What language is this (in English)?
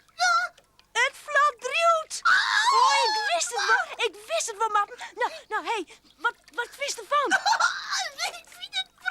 Western Frisian